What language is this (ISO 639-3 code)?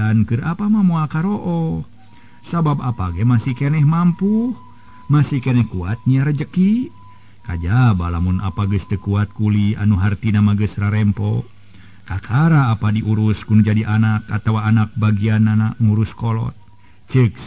sun